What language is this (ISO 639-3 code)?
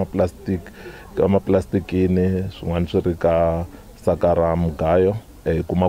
tso